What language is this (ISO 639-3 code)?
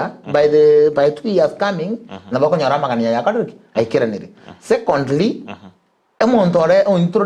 guz